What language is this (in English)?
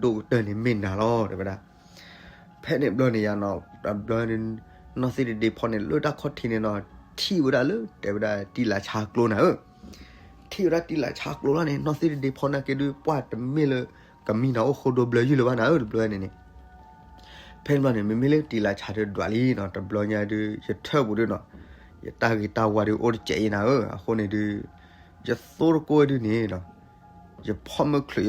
S'gaw Karen